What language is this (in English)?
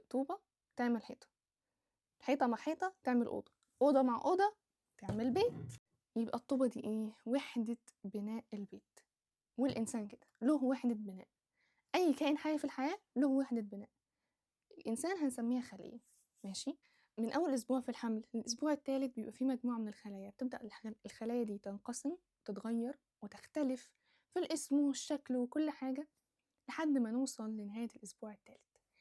Egyptian Arabic